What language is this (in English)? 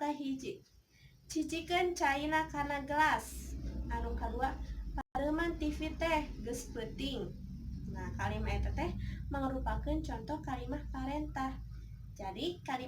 Sundanese